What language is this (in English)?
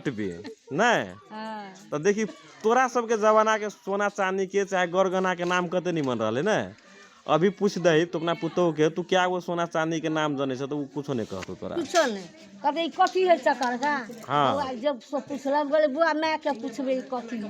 Magahi